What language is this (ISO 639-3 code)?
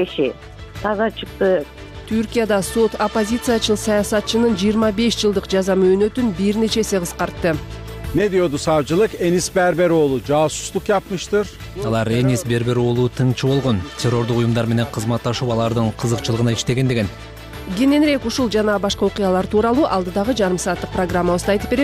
kir